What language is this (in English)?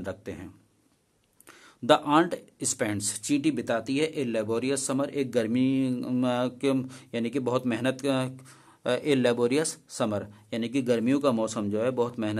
Hindi